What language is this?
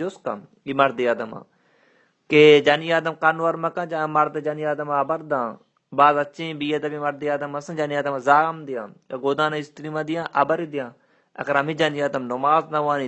Baluchi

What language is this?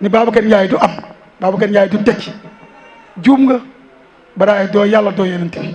Wolof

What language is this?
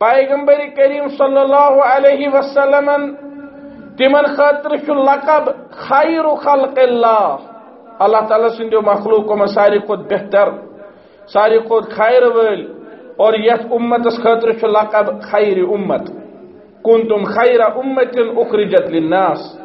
Kashmiri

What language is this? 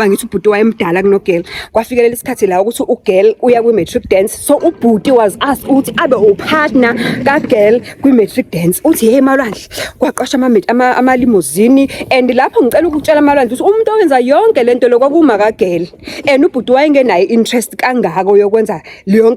Zulu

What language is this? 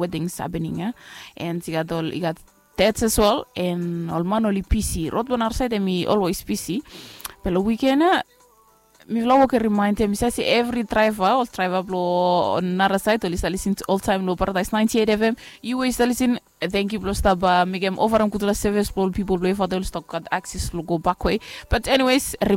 Bislama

